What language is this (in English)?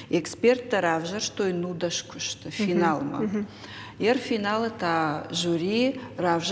Ossetic